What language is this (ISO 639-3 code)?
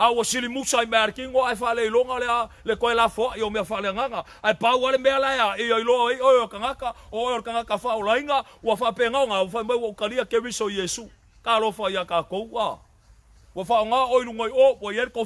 smo